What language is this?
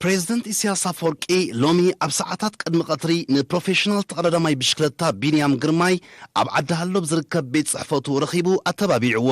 Tigrinya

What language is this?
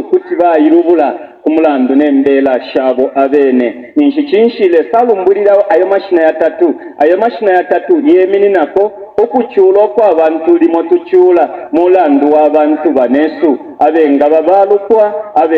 Bemba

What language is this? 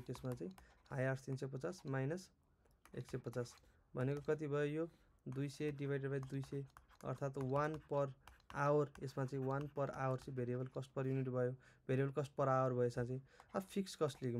Nepali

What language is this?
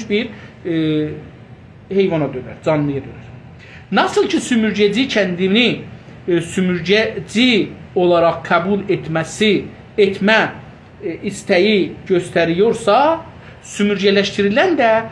South Azerbaijani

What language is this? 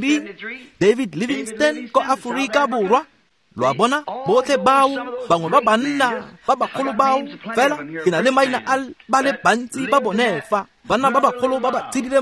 Tswana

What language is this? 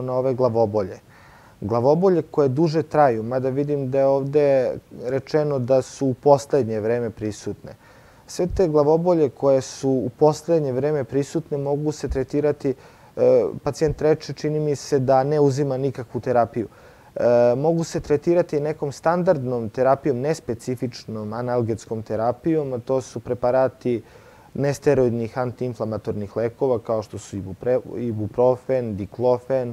Serbian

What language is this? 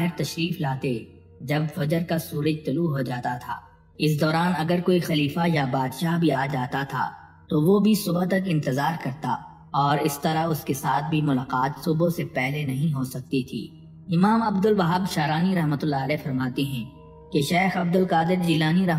Urdu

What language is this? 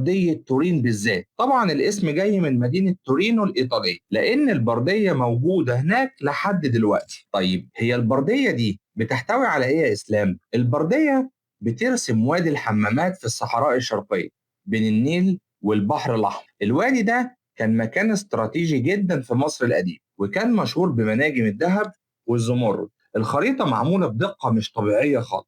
Egyptian Arabic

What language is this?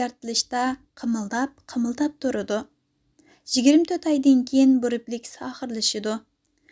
Uyghur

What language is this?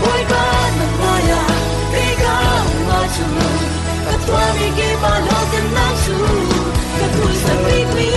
Falam Chin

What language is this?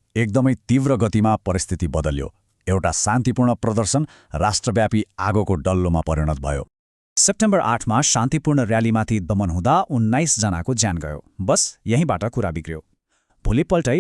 Nepali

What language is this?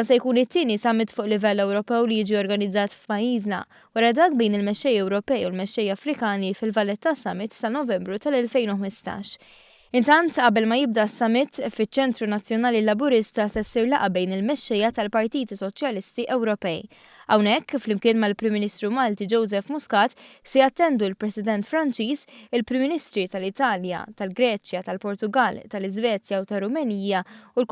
Maltese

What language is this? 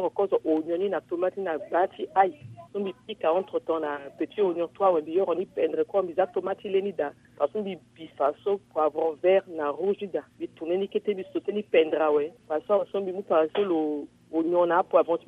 Sango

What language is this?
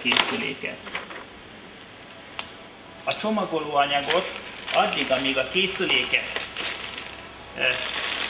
Hungarian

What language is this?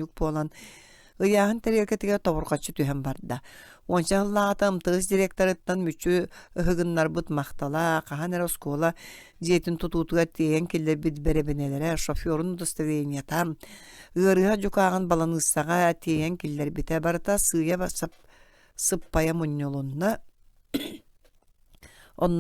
Yakut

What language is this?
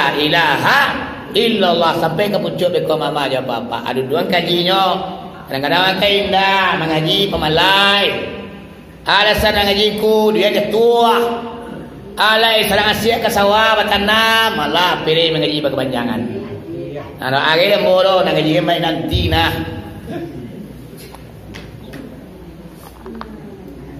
Minangkabau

